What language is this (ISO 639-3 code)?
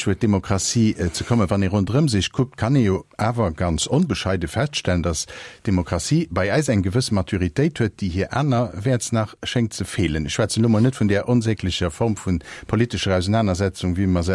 ltz